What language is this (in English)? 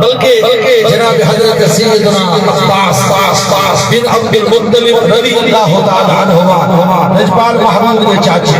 Saraiki